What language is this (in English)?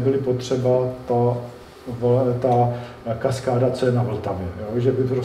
Czech